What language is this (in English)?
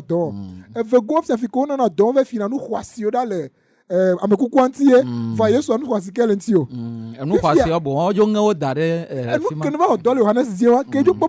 Ewe